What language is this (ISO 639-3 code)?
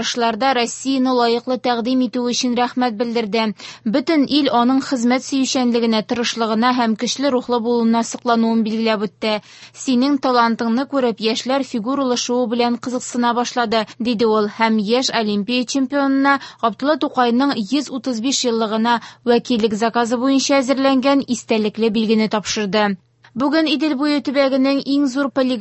tat